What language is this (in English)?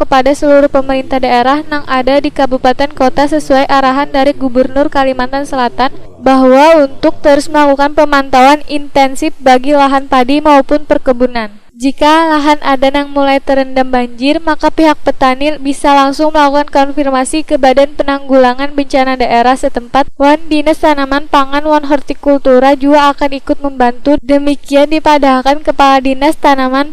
Banjar